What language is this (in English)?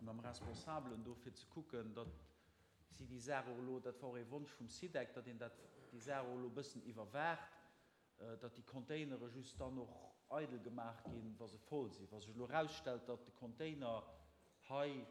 Luxembourgish